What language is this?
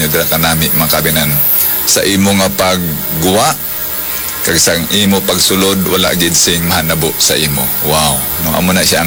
Hiligaynon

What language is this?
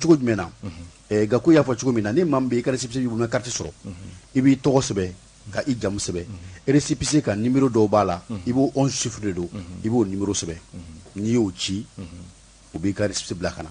Bambara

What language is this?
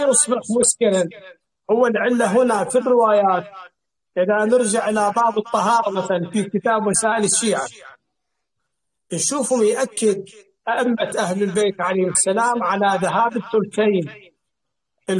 Arabic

